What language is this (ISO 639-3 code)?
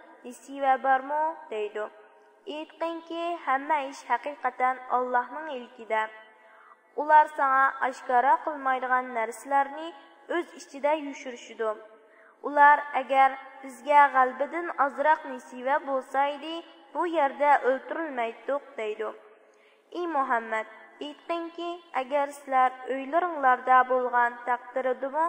uig